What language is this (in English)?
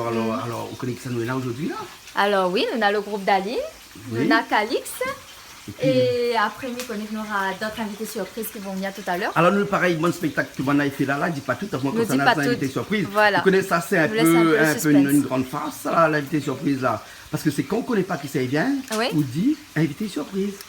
Réunion Creole French